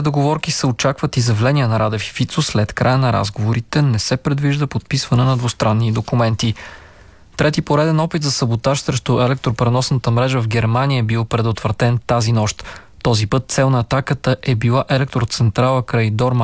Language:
Bulgarian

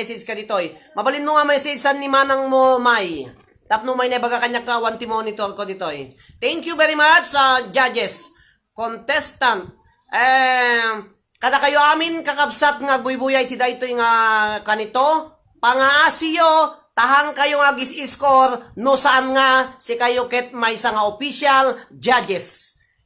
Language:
Iloko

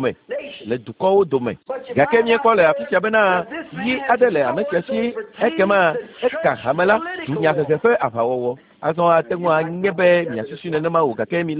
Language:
Ewe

